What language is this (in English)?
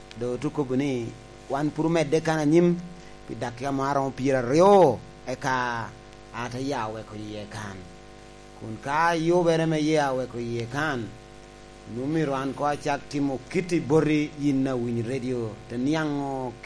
Lango (Uganda)